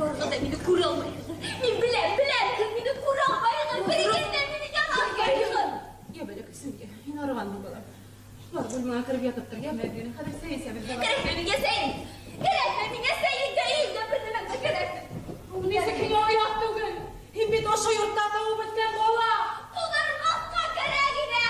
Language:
Bashkir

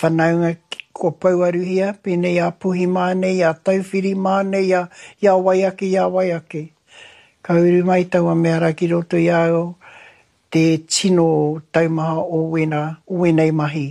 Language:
Māori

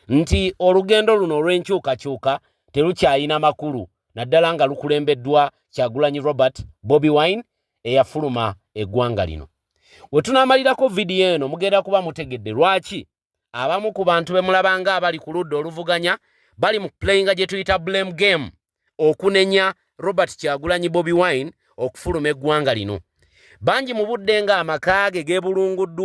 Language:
Ganda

